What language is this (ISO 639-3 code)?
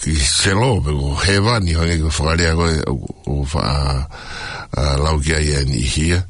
ton